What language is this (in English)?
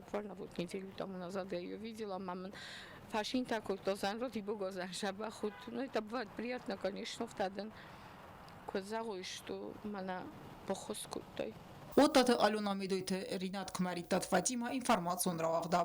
Ossetic